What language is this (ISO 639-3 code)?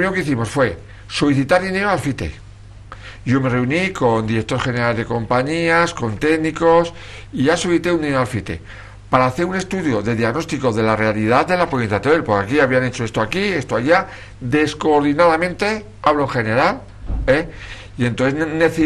spa